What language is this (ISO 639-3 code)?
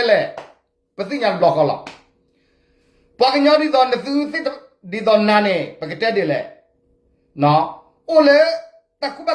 ksw